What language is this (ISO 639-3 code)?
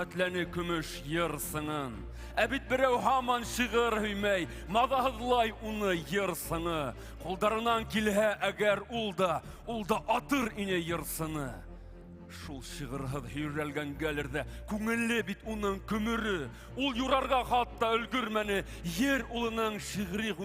bak